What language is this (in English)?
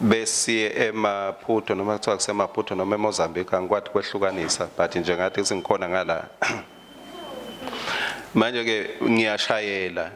Swati